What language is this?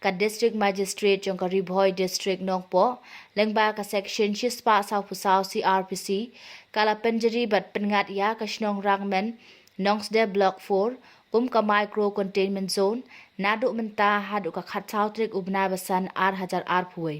Khasi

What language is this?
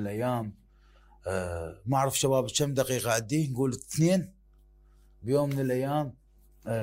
Mesopotamian Arabic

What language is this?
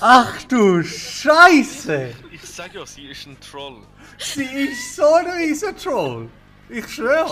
Swiss German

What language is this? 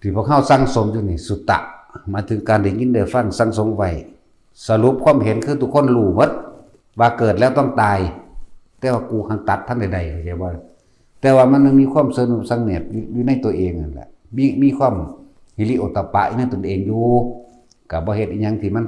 Northeastern Thai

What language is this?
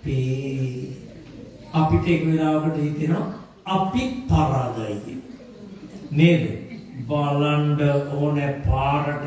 Sinhala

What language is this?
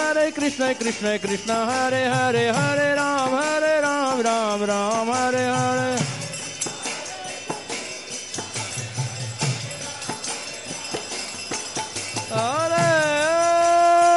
Hindi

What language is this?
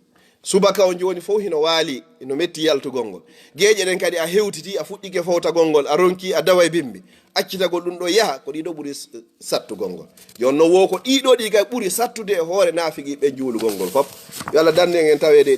Fula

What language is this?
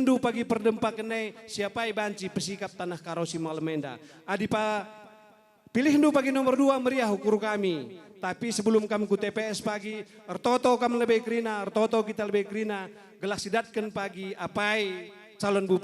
Batak Karo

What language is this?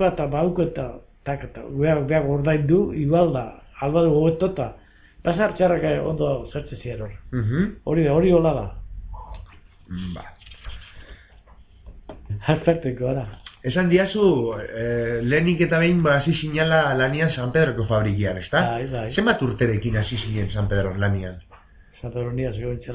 Basque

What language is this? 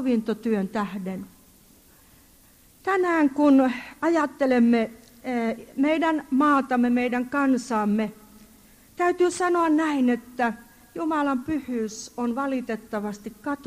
Finnish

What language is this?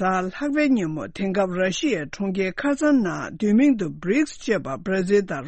Tibetan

